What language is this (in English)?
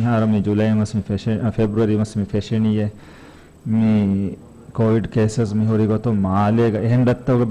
Divehi